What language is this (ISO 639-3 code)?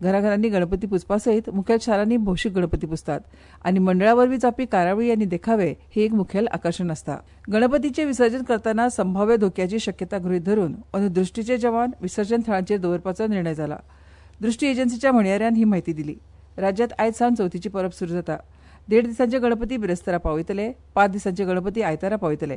kok